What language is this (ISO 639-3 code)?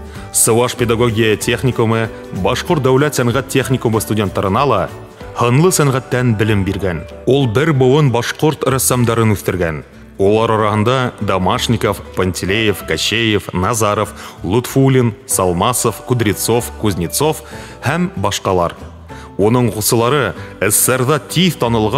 bak